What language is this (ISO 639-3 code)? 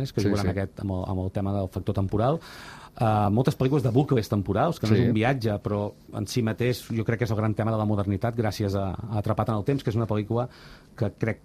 cat